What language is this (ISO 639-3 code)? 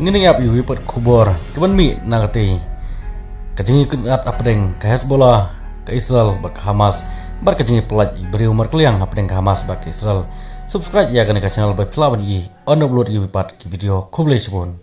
kha